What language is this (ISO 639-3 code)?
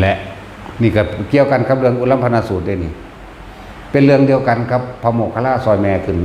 tts